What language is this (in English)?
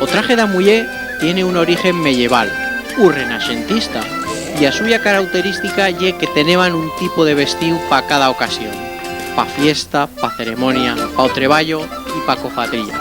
Aragonese